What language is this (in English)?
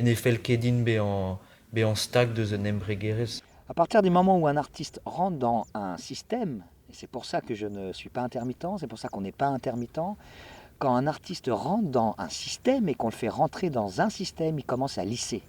Breton